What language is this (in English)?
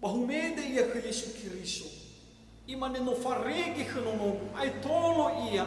Nias